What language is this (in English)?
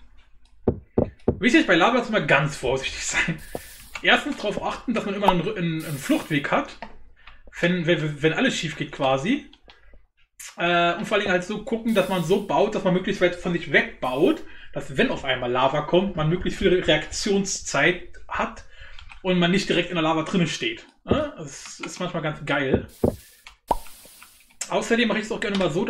German